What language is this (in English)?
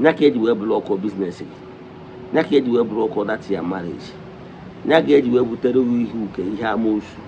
Igbo